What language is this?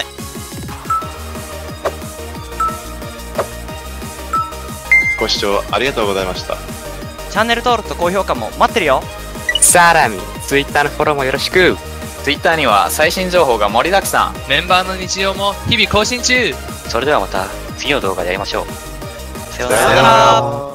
Japanese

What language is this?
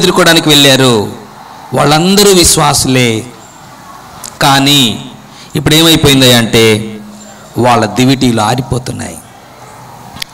Telugu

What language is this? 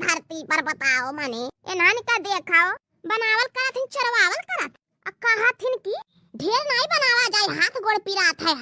Awadhi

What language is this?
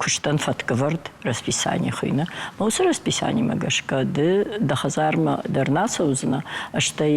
Ossetic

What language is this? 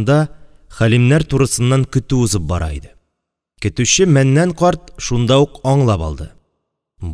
Tatar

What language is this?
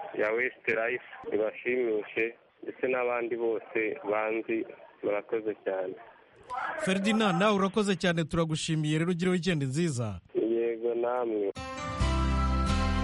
Kinyarwanda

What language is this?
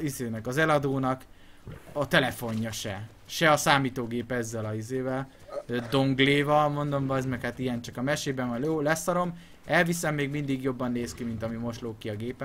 Hungarian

